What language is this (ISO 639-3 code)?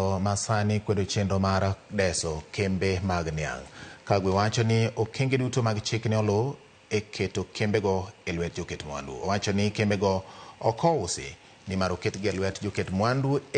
luo